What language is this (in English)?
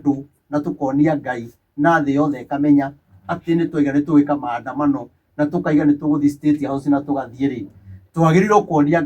Kikuyu